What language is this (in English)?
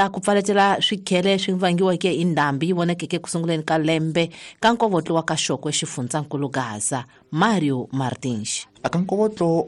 Tsonga